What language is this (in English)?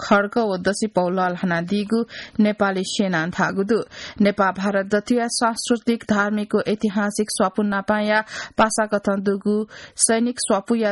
Newari